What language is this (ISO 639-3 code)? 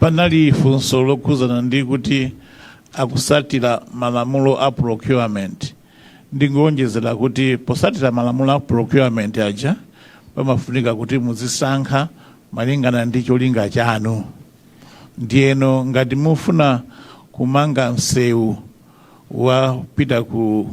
nya